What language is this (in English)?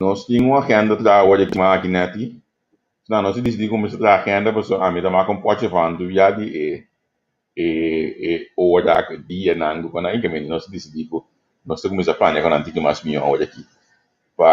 Papiamento